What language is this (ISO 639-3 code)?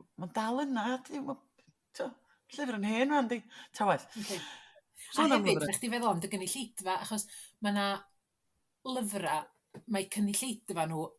cym